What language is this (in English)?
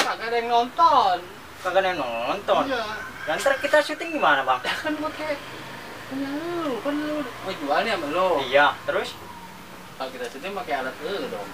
Betawi